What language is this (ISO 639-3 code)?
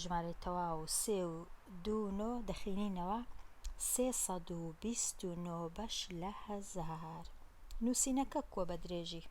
ckb